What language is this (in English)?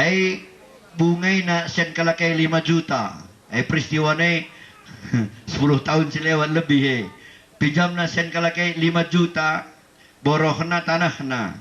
Batak Karo